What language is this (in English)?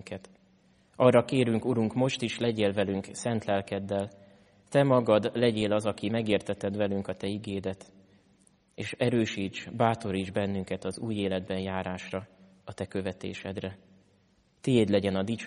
Hungarian